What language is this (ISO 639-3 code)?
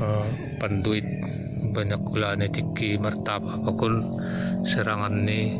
bts